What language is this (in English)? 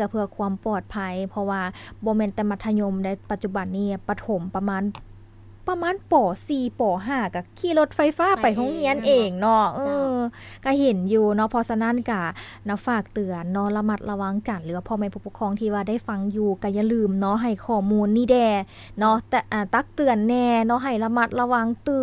Lao